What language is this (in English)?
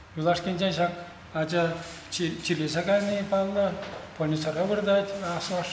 Chuvash